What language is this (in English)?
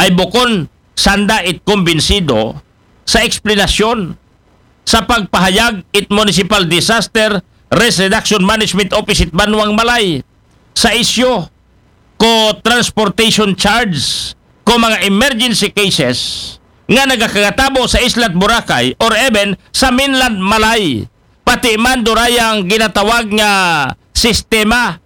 Aklanon